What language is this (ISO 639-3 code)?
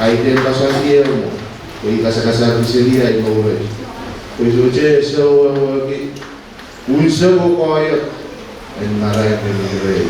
pon